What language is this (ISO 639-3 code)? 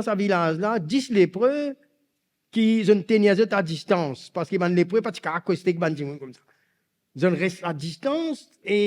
mfe